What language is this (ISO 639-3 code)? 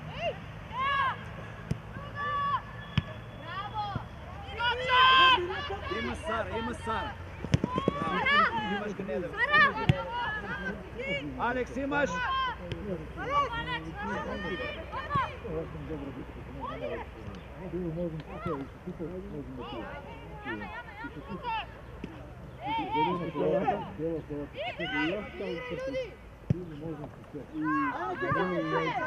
mkd